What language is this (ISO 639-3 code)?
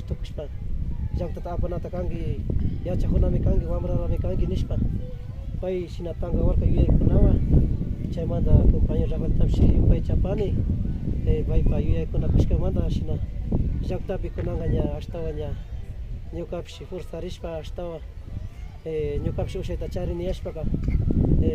qvi